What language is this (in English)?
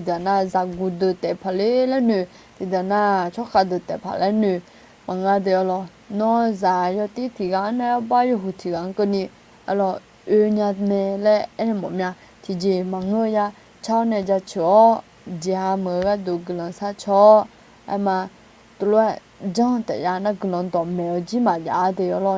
Akha